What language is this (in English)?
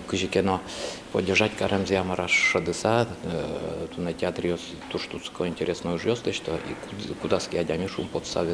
Udmurt